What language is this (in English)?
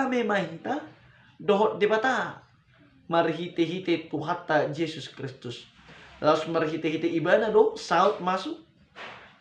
Batak Toba